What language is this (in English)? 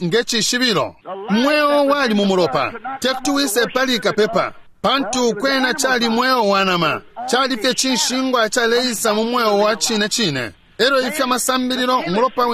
Bemba